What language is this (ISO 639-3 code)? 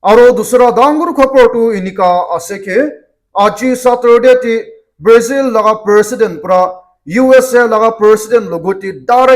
nag